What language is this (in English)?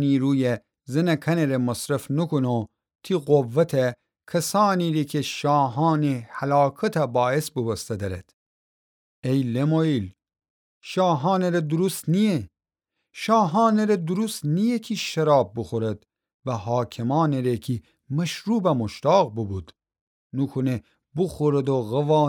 Gilaki